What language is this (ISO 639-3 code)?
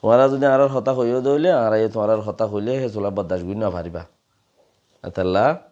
rhg